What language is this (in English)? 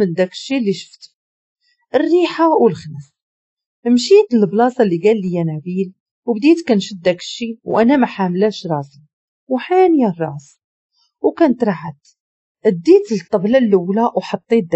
Moroccan Arabic